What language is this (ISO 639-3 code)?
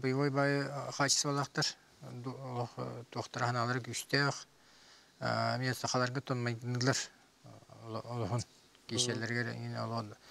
sah